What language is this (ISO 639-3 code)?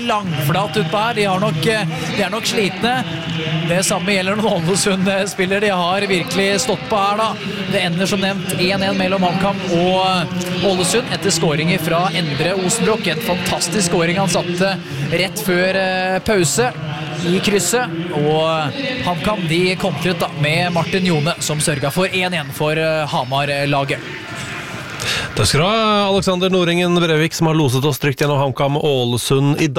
nor